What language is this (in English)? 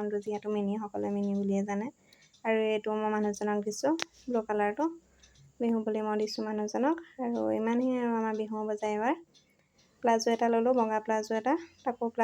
Assamese